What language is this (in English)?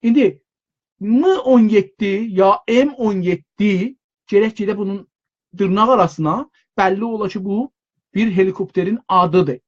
South Azerbaijani